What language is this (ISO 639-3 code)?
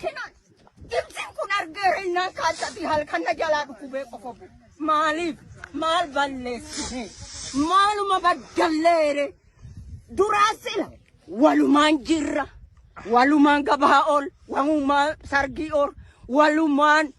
orm